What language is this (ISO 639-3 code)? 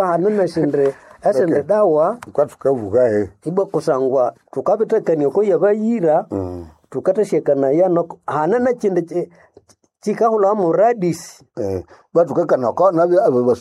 nnb